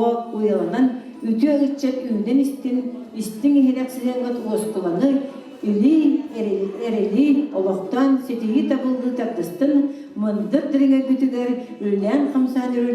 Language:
Yakut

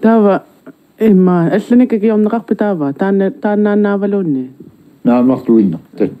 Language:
Kalaallisut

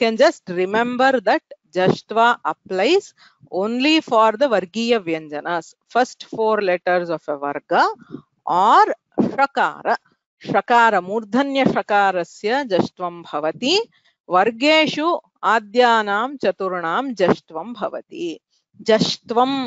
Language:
Sanskrit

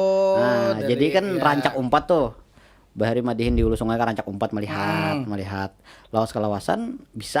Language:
Banjar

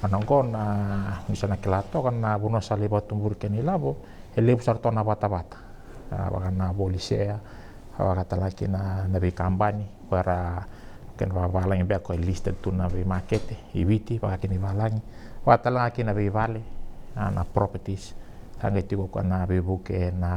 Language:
Fijian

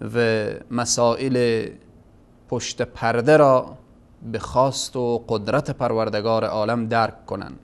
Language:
Tajik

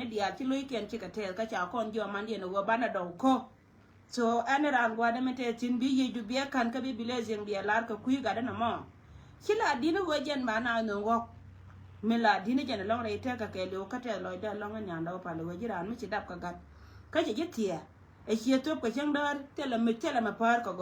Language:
Nuer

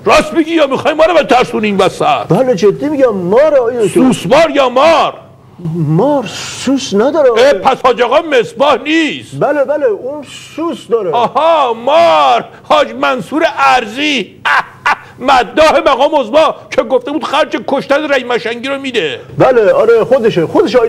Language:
Persian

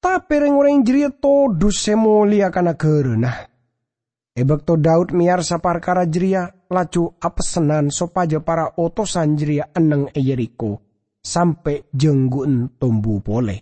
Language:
Madurese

